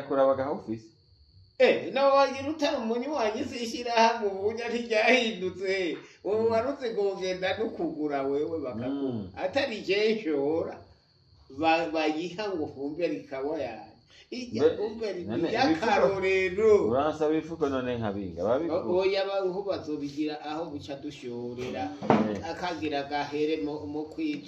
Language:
Rundi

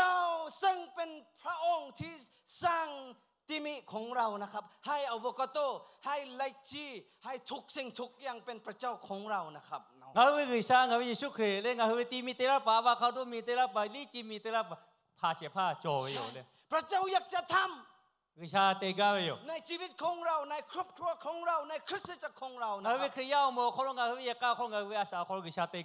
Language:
Lahu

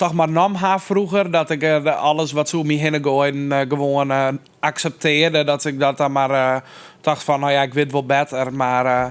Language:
Western Frisian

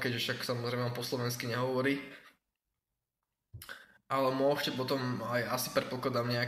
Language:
Slovak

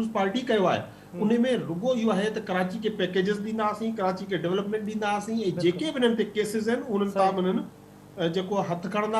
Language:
Sindhi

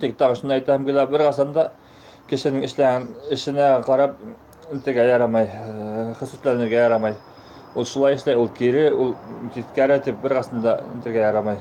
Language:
Bashkir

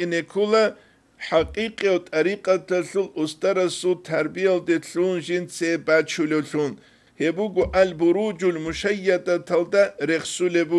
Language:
Avaric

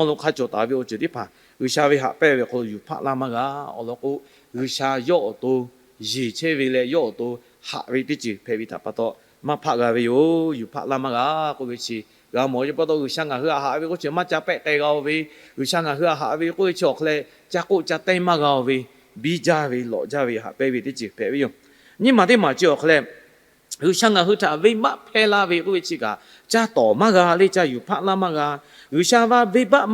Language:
Lahu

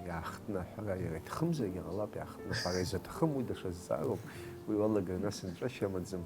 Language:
Abkhazian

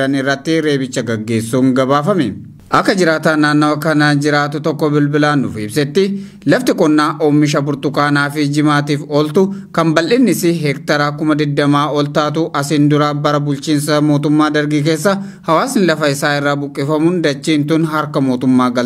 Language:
Oromo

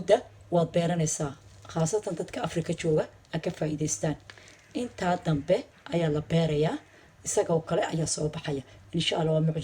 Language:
Somali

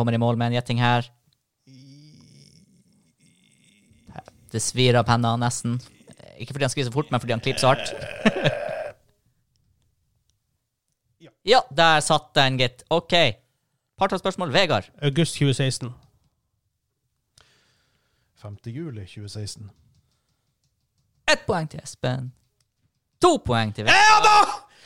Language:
Norwegian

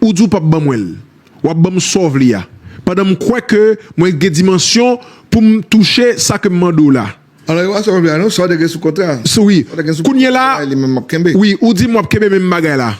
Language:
Haitian Creole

